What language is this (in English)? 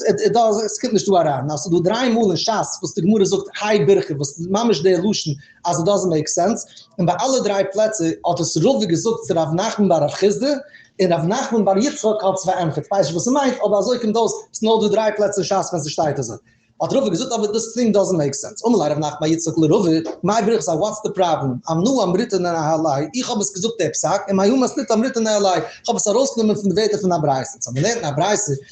Yiddish